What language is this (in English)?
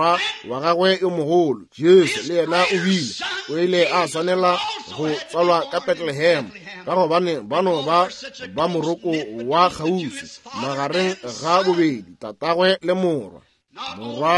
Northern Sotho